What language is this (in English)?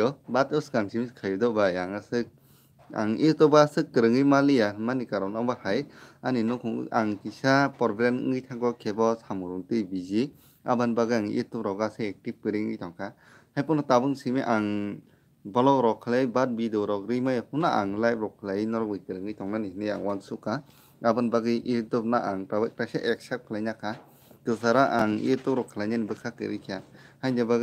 Kok Borok